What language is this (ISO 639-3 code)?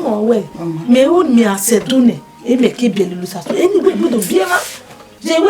bin